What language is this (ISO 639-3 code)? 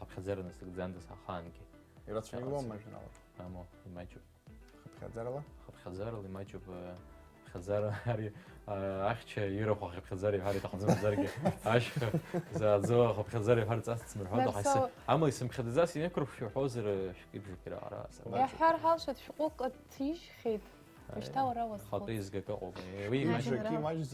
abk